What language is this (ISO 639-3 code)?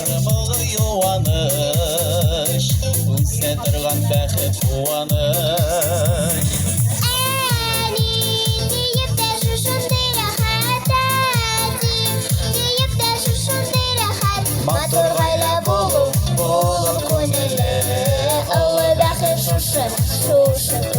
tat